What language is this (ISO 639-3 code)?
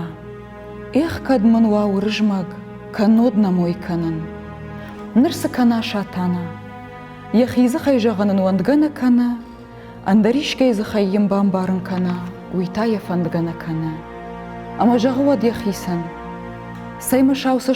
oss